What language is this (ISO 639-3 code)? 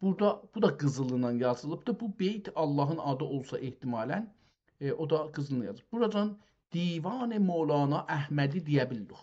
azb